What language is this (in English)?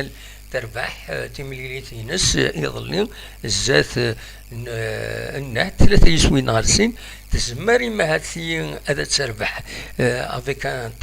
Kabyle